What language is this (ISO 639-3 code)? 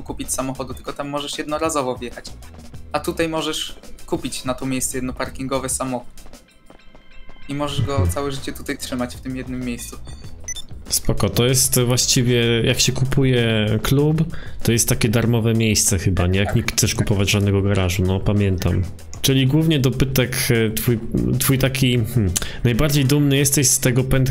pol